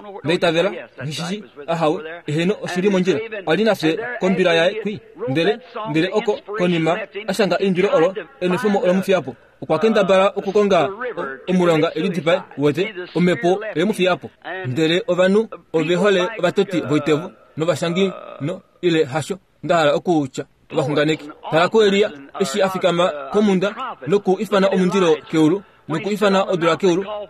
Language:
Kuanyama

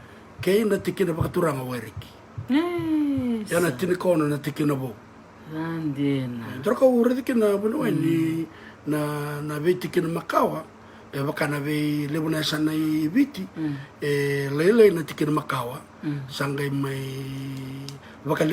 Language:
Fijian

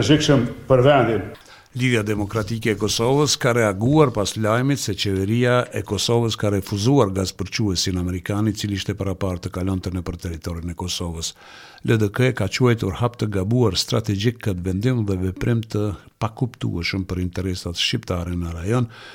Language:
Albanian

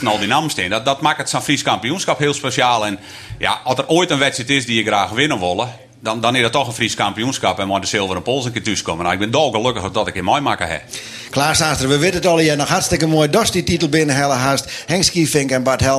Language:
Western Frisian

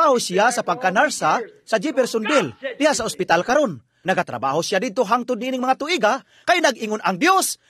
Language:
Cebuano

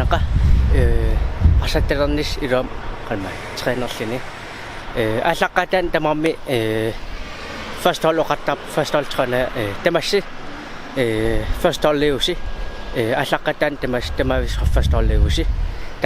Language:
Kalaallisut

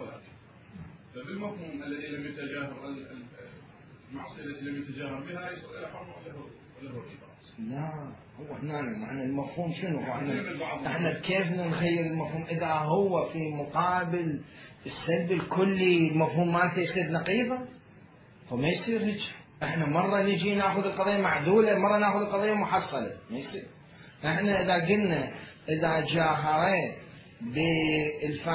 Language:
Mesopotamian Arabic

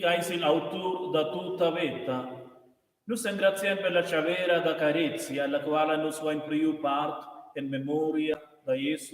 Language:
Romansh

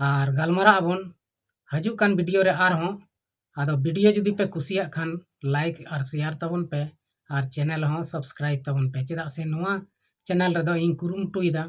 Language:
Santali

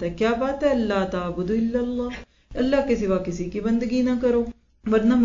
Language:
Urdu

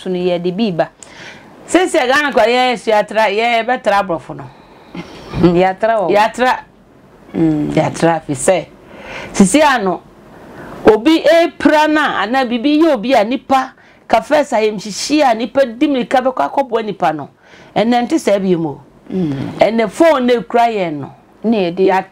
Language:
Akan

